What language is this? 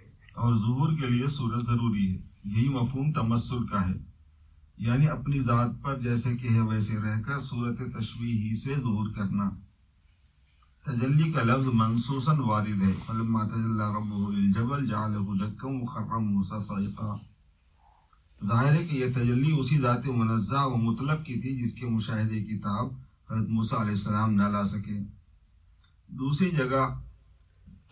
Urdu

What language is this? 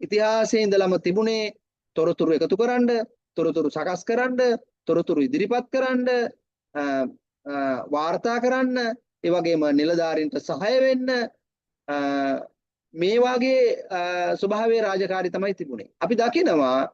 Sinhala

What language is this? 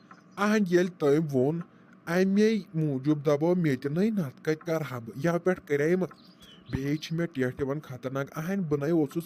Kashmiri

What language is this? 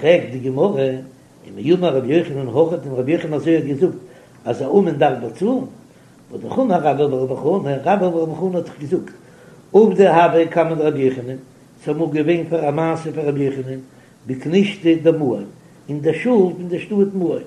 Yiddish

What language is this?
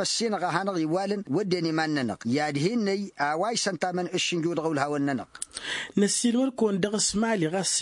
Tamasheq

